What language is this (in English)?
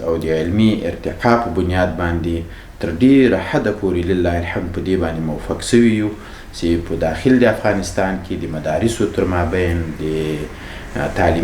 Pashto